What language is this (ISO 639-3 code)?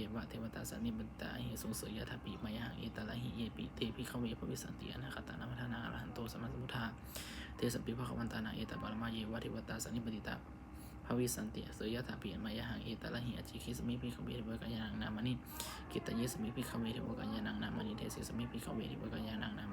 pli